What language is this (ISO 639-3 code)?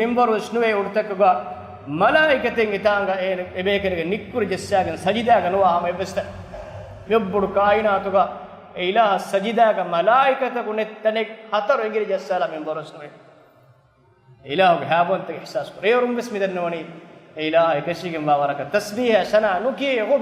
div